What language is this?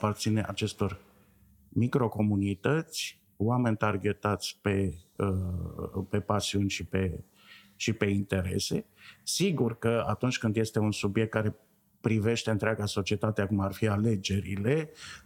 Romanian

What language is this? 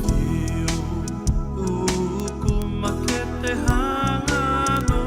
Tongan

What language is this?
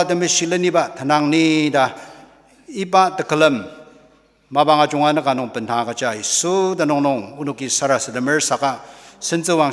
Ao Naga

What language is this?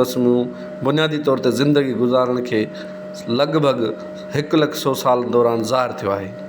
Sindhi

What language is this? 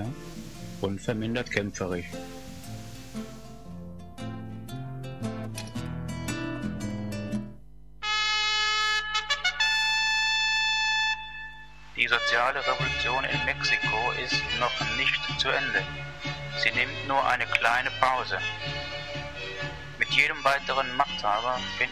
German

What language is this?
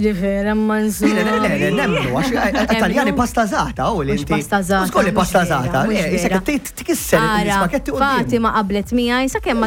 Maltese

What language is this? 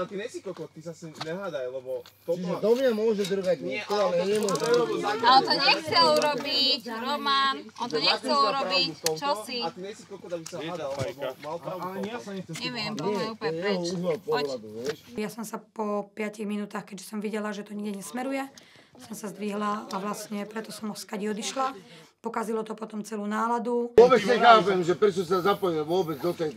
Slovak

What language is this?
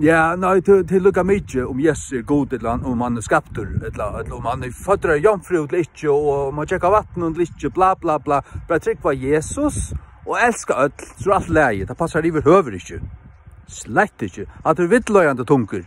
Faroese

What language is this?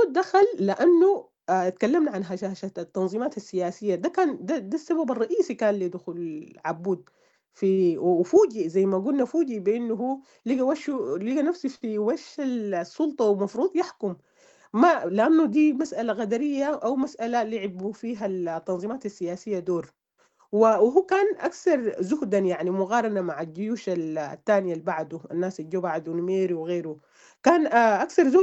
Sudanese Arabic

